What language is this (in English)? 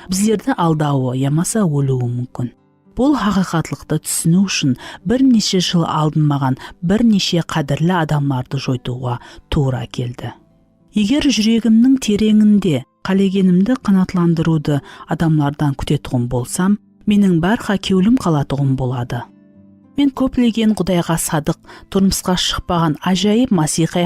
Kara-Kalpak